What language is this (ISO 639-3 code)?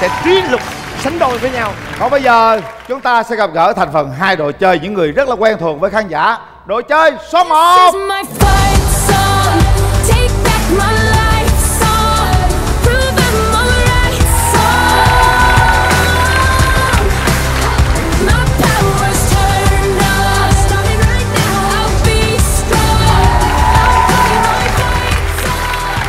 vie